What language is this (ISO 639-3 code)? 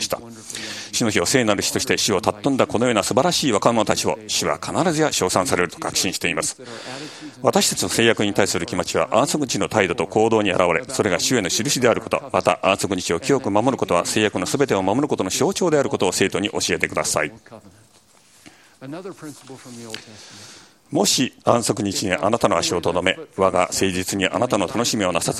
jpn